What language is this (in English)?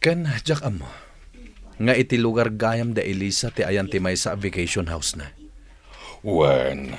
Iloko